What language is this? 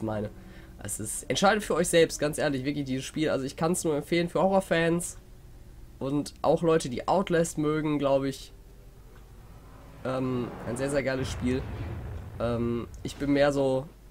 German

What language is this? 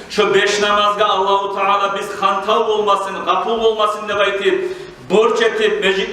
Kumyk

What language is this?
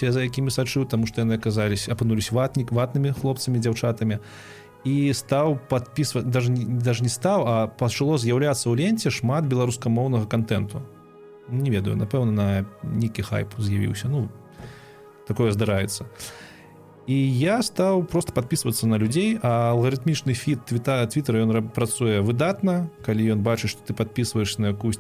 Belarusian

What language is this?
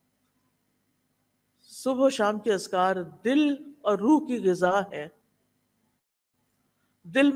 Urdu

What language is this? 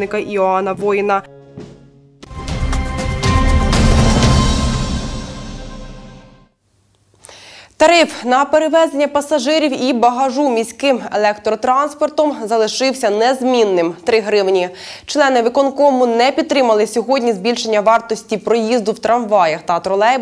Ukrainian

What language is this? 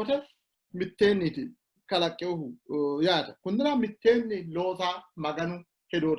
Sidamo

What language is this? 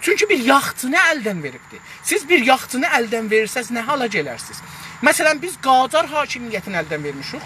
South Azerbaijani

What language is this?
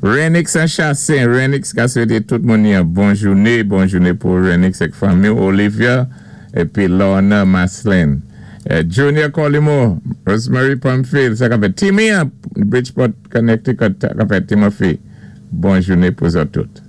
Saint Lucian Creole French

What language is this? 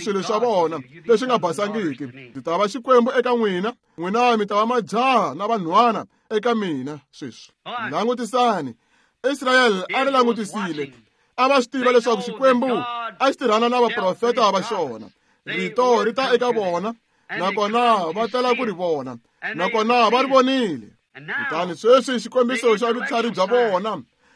Tsonga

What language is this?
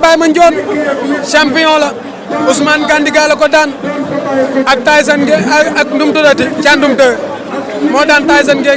Wolof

